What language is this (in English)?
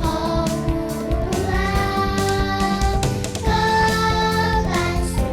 Atayal